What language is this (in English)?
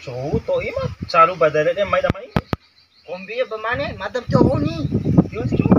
Bima